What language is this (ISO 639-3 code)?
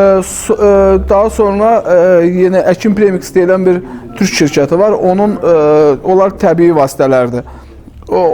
aze